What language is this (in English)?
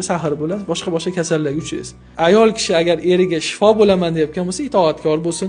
Uzbek